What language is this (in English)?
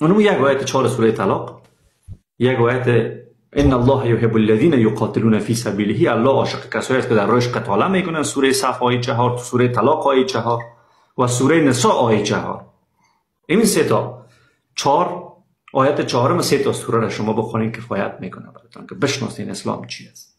Persian